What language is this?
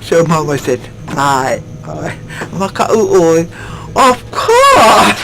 Hawaiian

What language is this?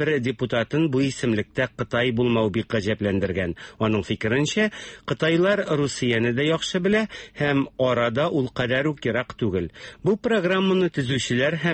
Tatar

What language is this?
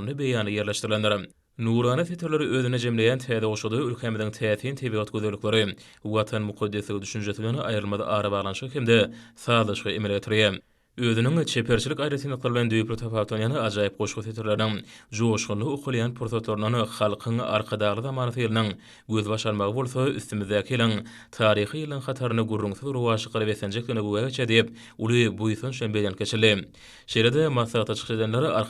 Turkmen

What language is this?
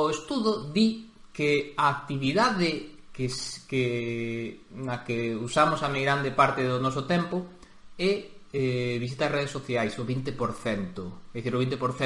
Galician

